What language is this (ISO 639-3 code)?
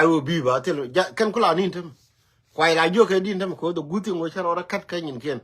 nus